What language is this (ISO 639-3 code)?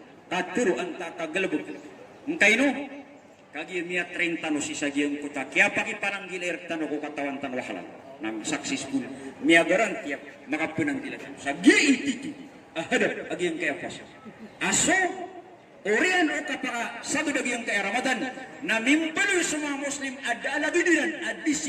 mrw